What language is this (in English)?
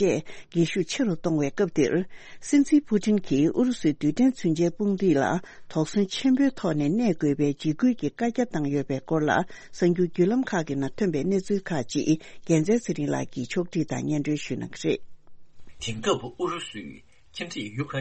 Tibetan